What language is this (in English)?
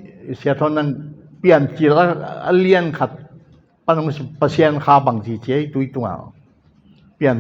Tedim Chin